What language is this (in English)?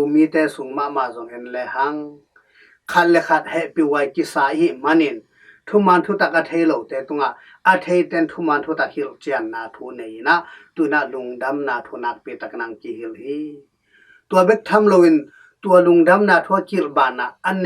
Tedim Chin